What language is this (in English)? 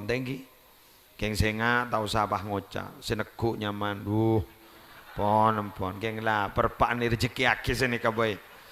Madurese